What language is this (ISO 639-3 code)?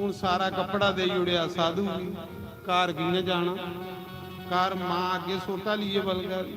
doi